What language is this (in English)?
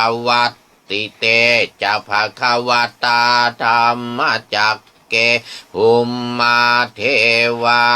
Pali